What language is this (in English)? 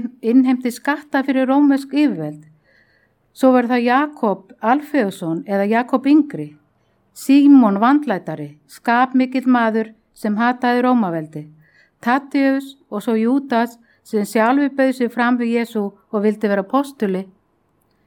Icelandic